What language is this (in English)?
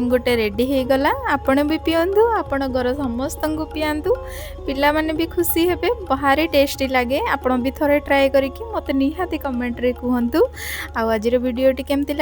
Odia